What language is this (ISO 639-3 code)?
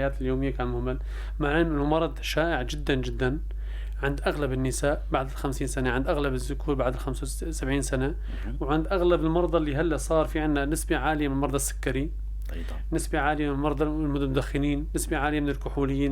apc